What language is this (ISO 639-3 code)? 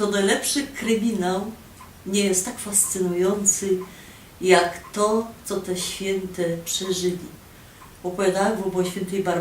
szl